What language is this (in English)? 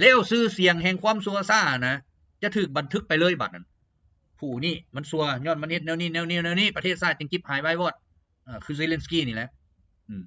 Lao